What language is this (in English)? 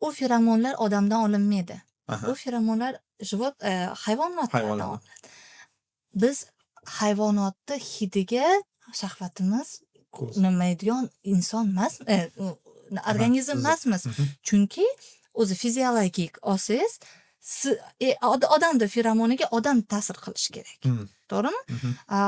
Uzbek